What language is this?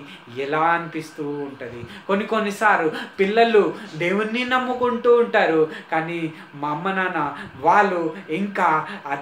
Telugu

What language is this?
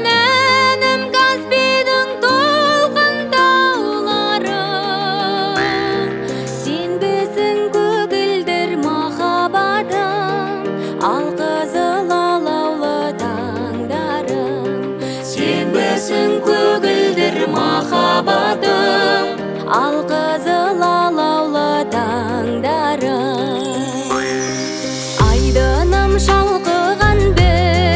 Kazakh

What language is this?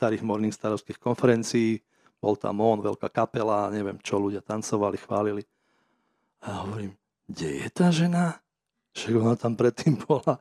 Slovak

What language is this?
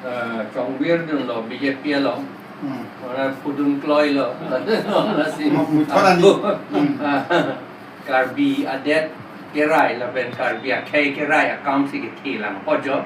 Karbi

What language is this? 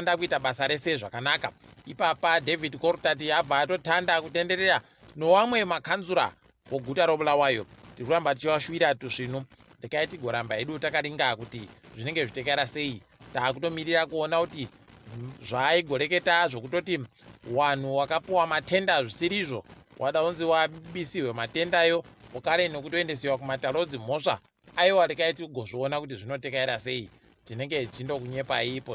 Ndau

